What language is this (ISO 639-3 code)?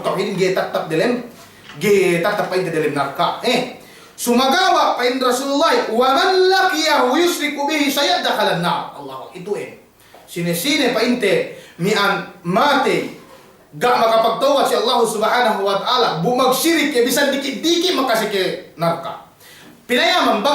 yka